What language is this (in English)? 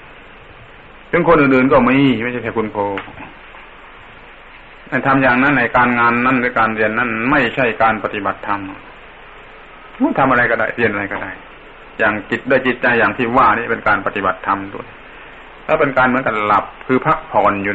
Thai